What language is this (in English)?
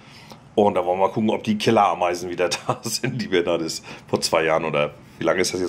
German